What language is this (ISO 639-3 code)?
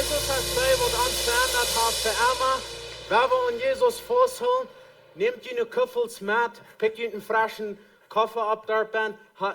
pdt